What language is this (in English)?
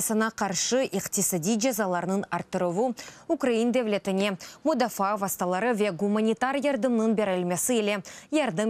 Crimean Tatar